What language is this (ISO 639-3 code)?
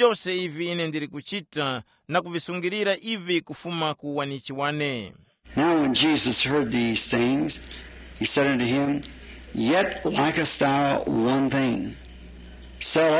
tum